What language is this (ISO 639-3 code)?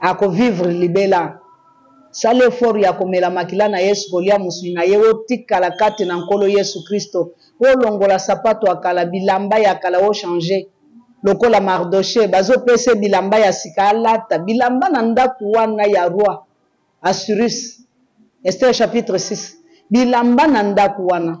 lin